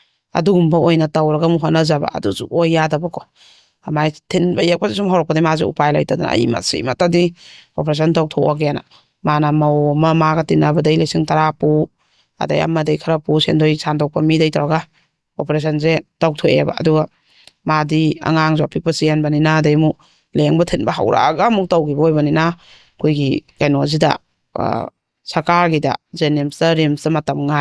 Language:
Manipuri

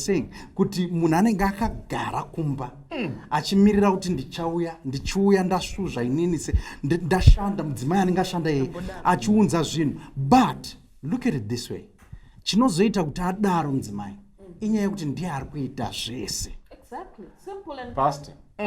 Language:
Shona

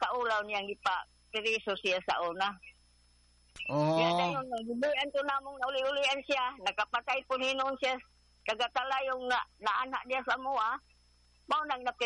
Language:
Cebuano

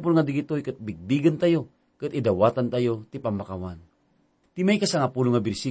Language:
Iloko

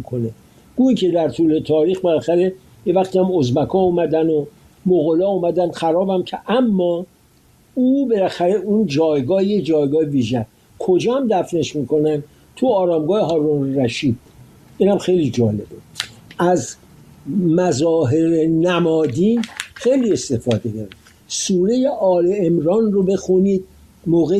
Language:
Persian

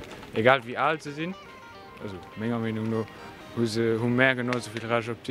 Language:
Luxembourgish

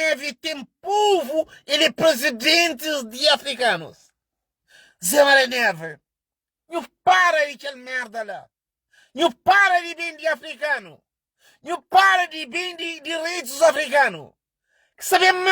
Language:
Kabuverdianu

